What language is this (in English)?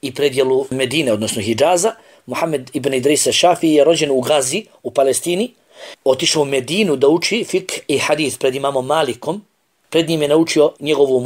Bosnian